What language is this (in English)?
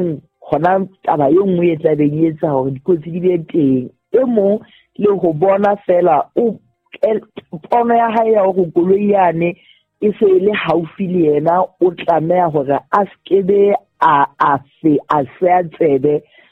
Southern Sotho